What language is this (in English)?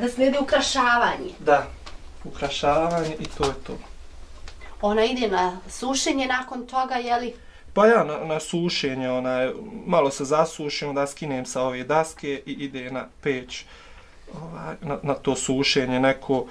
Bosnian